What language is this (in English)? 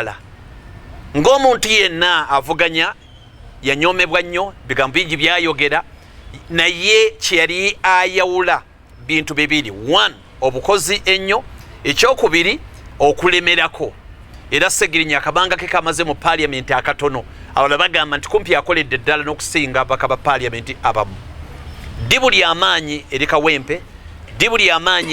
Ganda